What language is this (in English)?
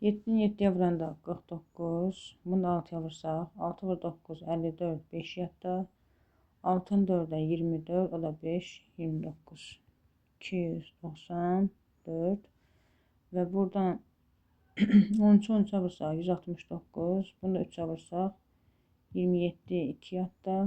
Azerbaijani